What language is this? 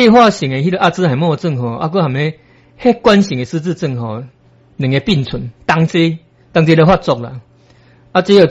Min Nan Chinese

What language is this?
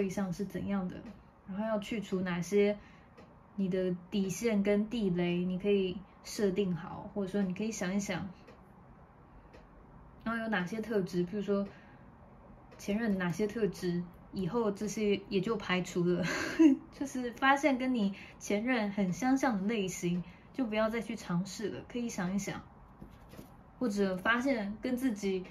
Chinese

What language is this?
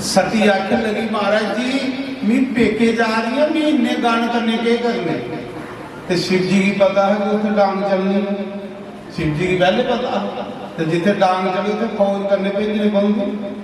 Dogri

